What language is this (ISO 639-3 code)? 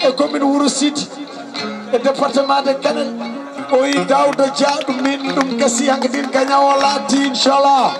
ful